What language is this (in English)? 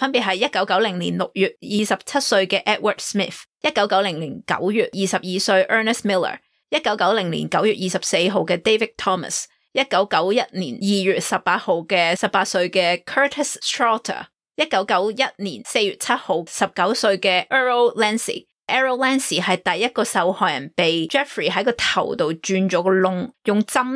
Cantonese